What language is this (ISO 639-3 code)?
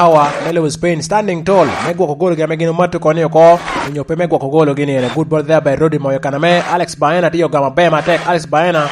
laj